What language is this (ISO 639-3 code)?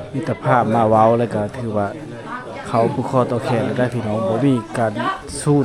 lao